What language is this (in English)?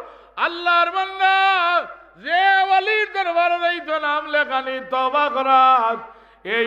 Sylheti